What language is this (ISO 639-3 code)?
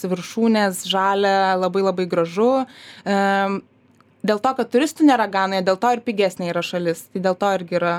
lit